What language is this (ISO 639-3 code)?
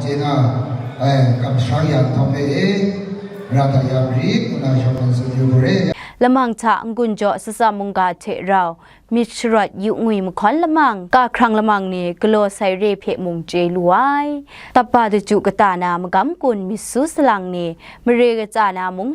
kac